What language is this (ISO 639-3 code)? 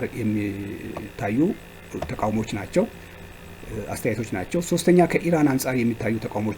amh